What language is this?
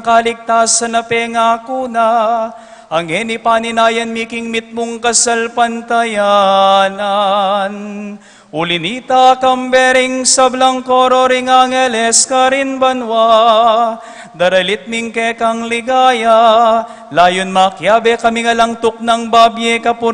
Pampanga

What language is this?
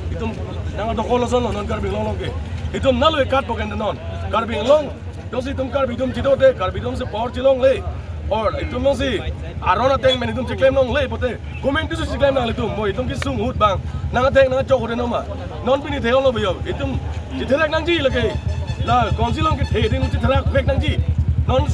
Karbi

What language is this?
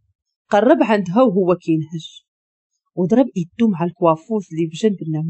Moroccan Arabic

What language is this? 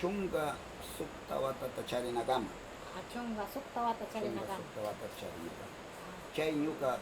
Northern Pastaza Quichua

